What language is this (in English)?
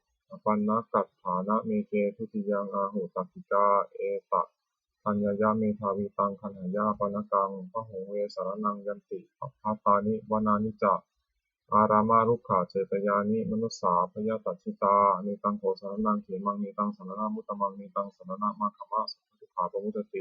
Pali